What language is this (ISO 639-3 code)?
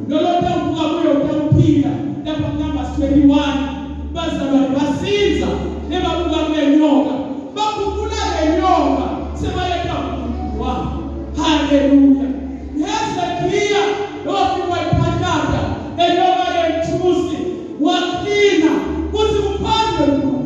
zul